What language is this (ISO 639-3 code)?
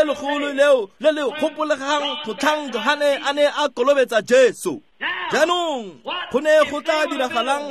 tsn